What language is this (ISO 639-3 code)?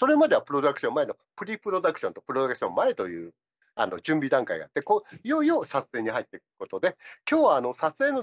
jpn